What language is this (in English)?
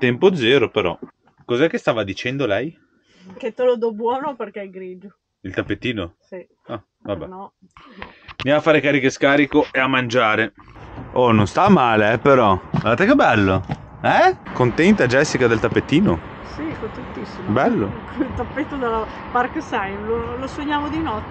Italian